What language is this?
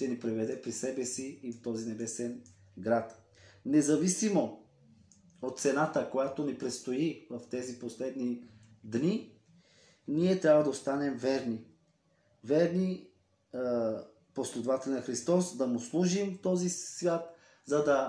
Bulgarian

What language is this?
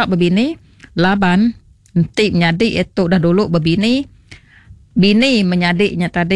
Iban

